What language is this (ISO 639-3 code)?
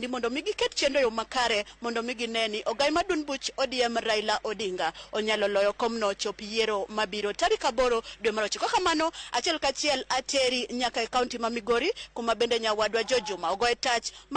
luo